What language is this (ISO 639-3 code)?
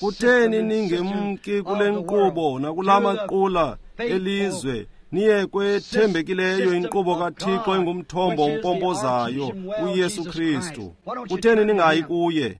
xho